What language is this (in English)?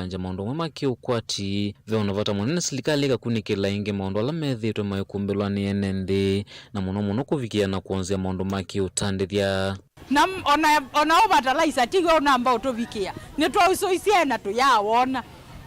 Kamba